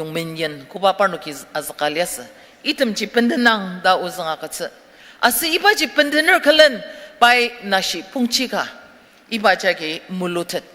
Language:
Ao Naga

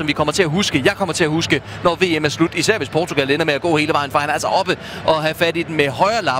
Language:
Danish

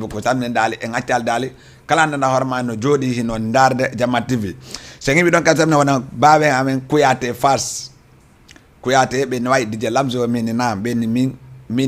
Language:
Fula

